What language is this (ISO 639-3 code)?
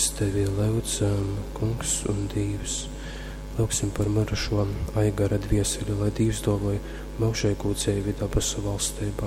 ltg